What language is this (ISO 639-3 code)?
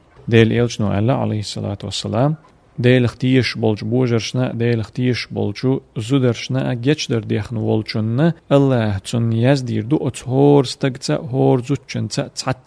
che